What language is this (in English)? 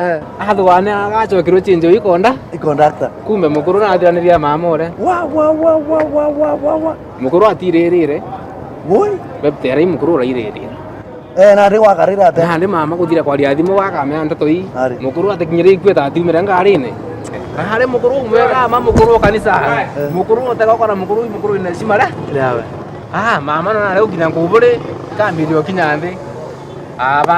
Meru